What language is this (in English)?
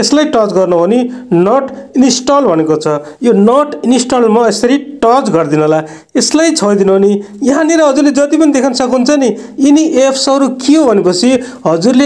Nepali